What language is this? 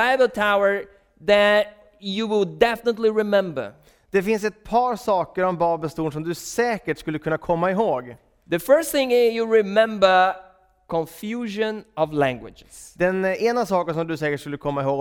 Swedish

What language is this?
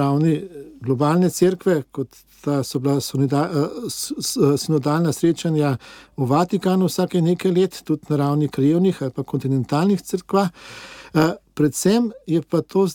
Slovenian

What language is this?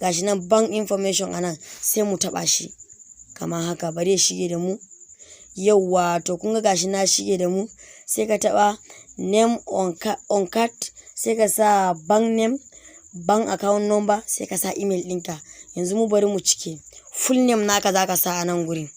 Hausa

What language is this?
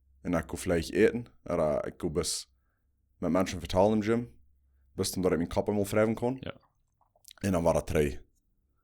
Plautdietsch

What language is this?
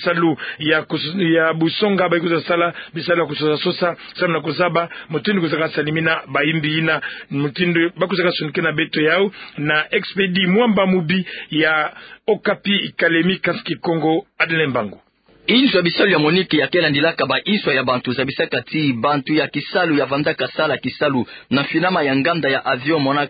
Kituba (Democratic Republic of Congo)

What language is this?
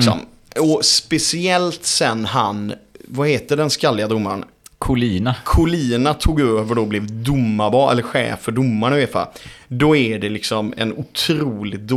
Swedish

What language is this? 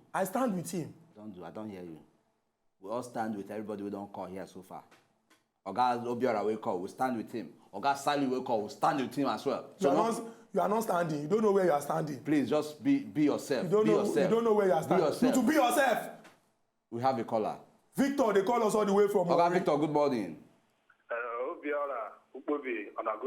Nigerian Pidgin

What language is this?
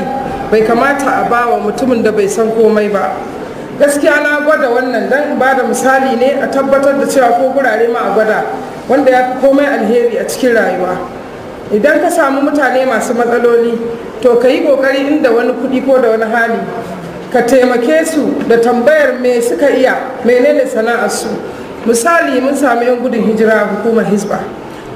Hausa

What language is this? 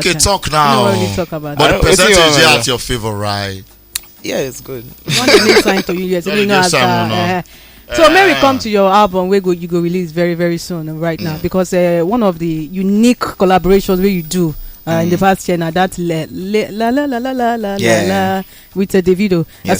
Nigerian Pidgin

